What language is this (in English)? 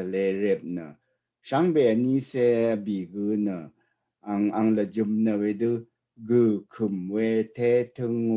Rawang